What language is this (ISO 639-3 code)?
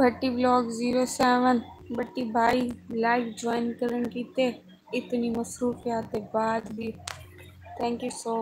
skr